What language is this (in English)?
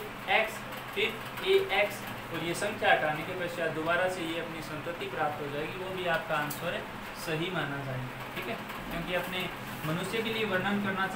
Hindi